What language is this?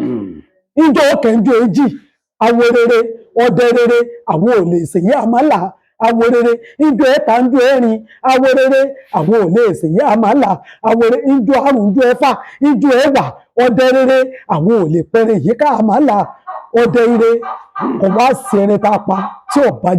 Yoruba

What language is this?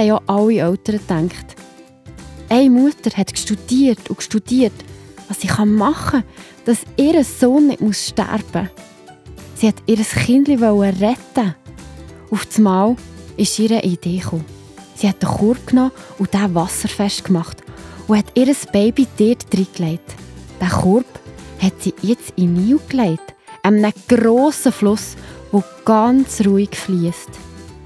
Swiss German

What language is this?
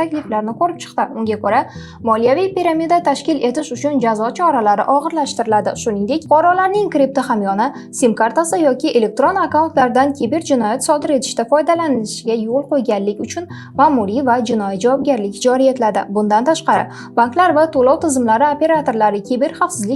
Uzbek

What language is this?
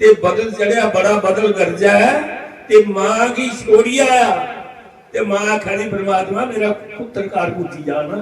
Dogri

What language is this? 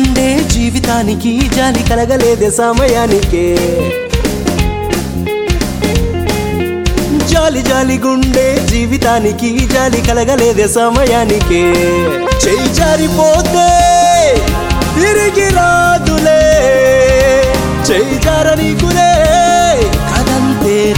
Telugu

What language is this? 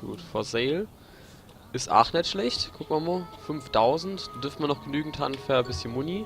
Palatine German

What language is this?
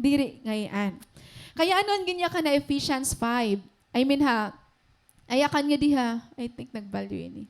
Waray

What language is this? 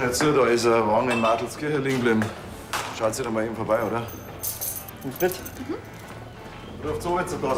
Bavarian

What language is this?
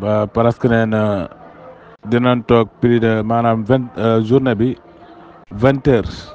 Wolof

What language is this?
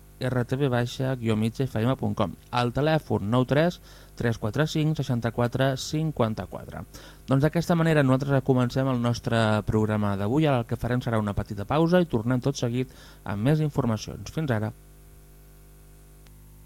Catalan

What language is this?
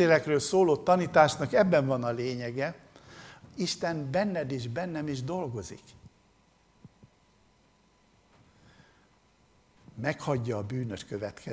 Hungarian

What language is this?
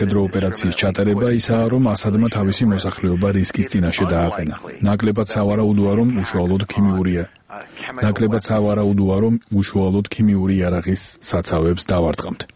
Georgian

